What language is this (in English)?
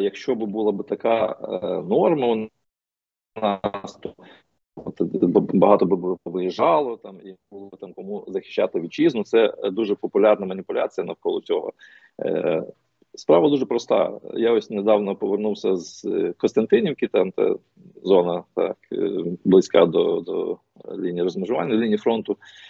Ukrainian